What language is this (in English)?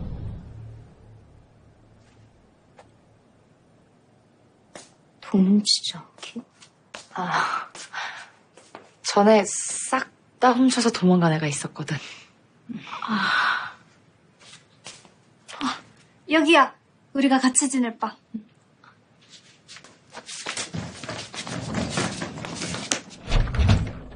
Korean